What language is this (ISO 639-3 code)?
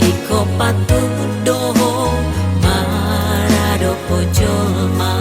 bbc